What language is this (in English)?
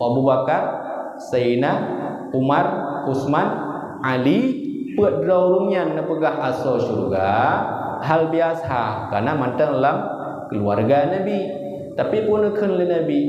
Achinese